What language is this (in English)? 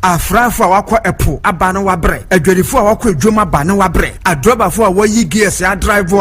Akan